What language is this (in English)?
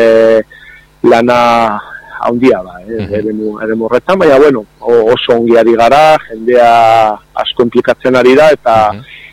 Basque